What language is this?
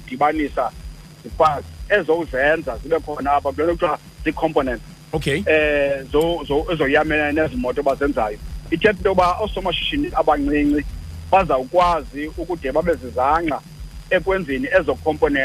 Xhosa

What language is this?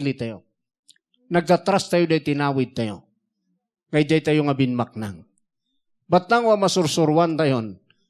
Iloko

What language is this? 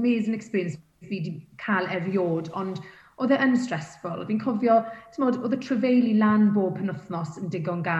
Welsh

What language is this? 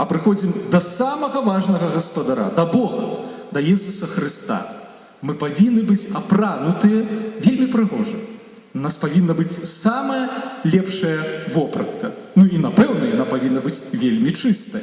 Belarusian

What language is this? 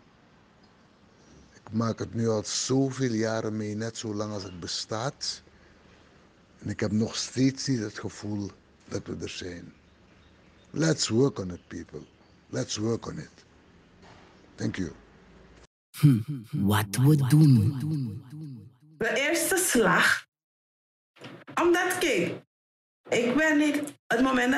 Dutch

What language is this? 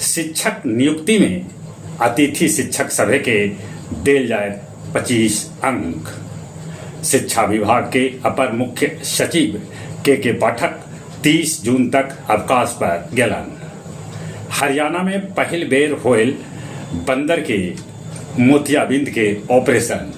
Magahi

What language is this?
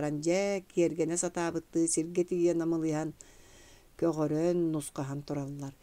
Yakut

